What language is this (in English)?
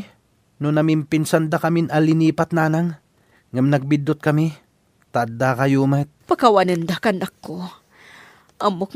Iloko